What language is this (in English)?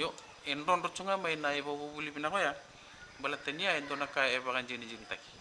Fijian